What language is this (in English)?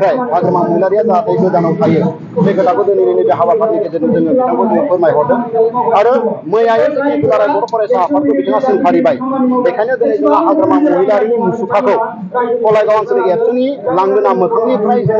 Bodo